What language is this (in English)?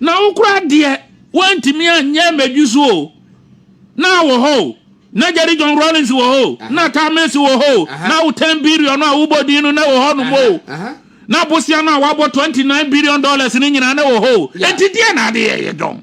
Akan